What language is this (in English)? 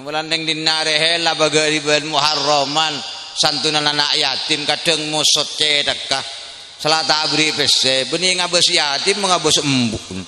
Madurese